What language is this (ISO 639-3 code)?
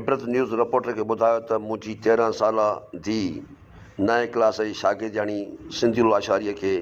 snd